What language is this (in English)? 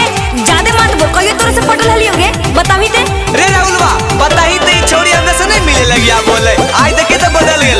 Magahi